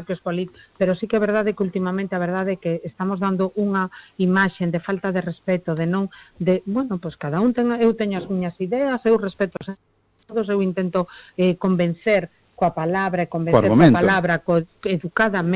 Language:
Galician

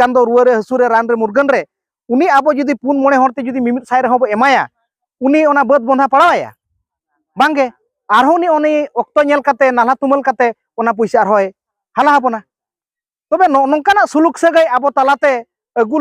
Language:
Santali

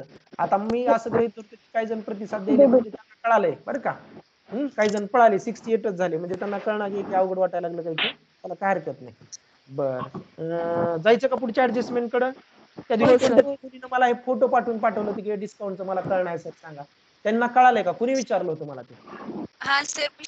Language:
Marathi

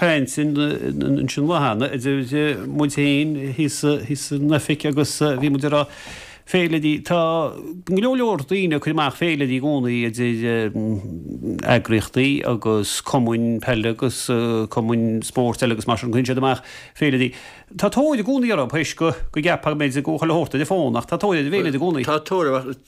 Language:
Irish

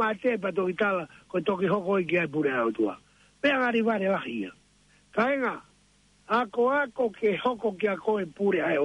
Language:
Tongan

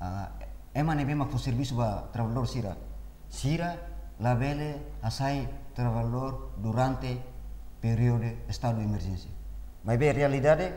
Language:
Tetum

